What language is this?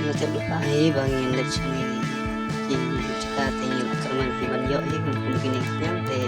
Khasi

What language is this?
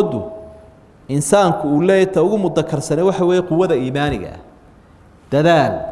Somali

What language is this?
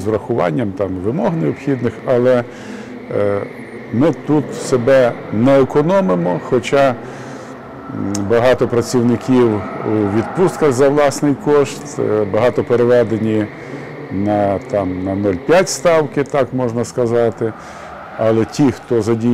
Ukrainian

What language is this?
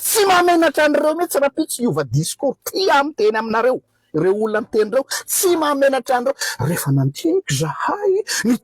Malagasy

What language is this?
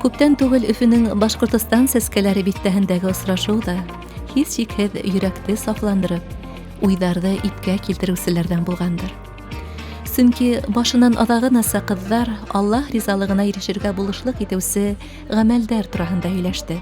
Bashkir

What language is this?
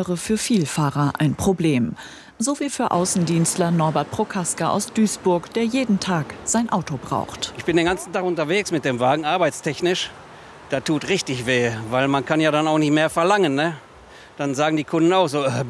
German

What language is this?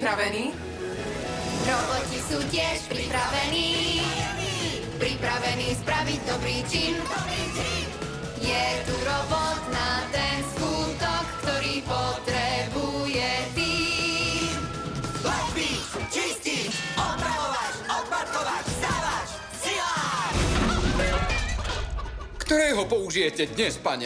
Slovak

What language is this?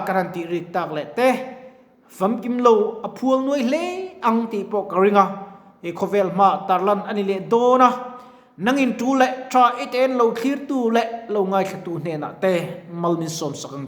Mizo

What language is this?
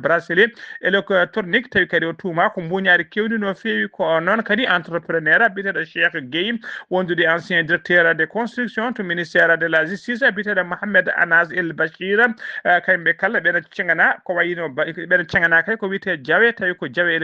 Fula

